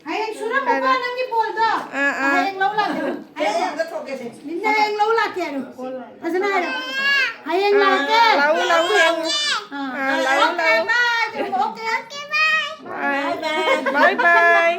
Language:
Manipuri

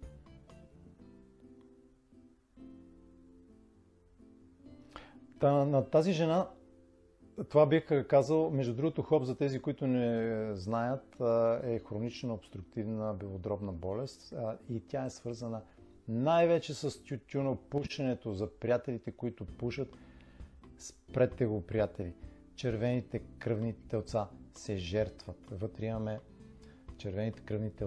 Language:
Bulgarian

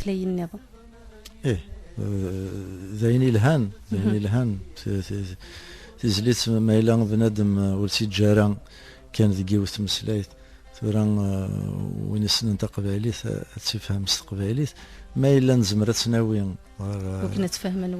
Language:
Kabyle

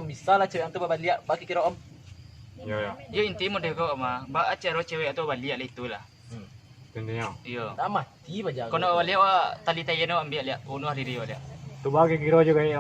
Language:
Minangkabau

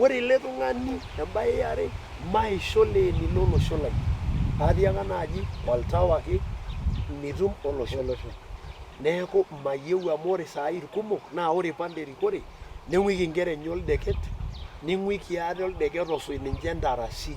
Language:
Masai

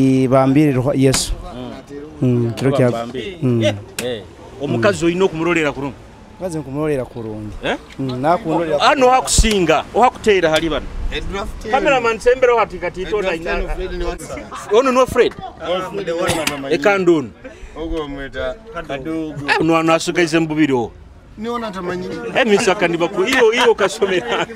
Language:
Nyoro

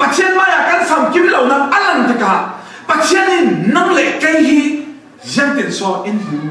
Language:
Falam Chin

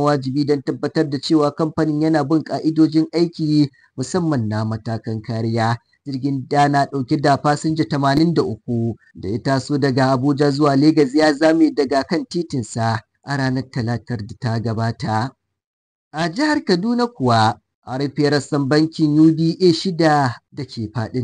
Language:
Hausa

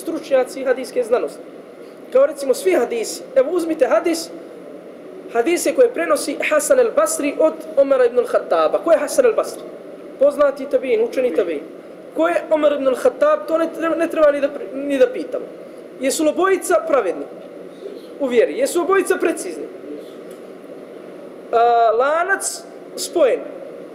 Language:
Bosnian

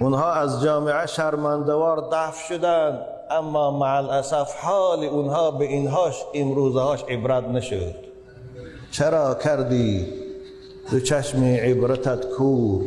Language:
Tajik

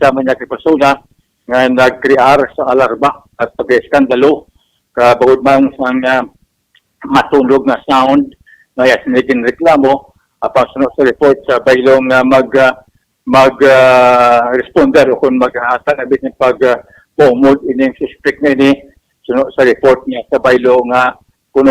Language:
Hiligaynon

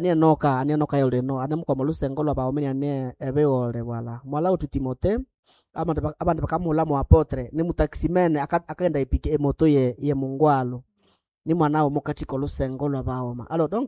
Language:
Nande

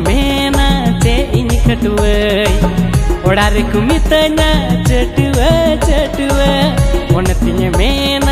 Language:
Santali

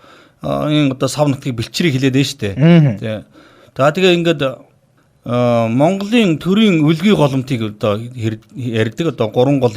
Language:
Mongolian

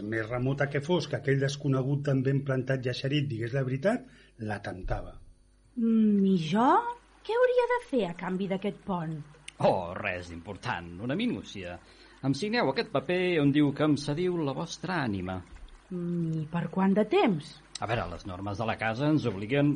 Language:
Catalan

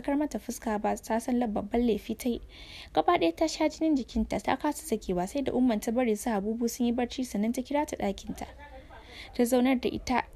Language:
Hausa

